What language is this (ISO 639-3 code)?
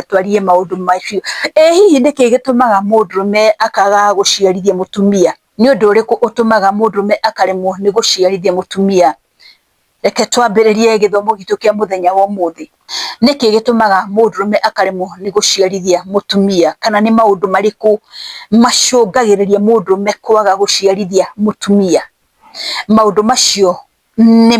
kik